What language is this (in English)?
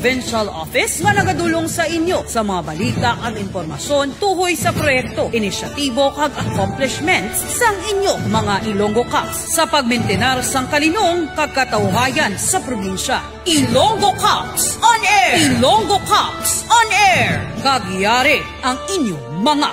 Hiligaynon